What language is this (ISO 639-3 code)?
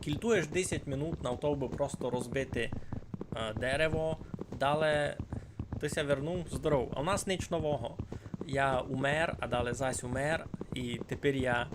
rue